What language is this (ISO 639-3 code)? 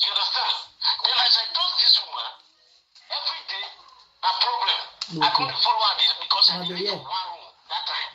pcm